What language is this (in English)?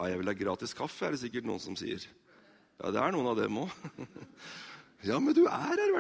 Norwegian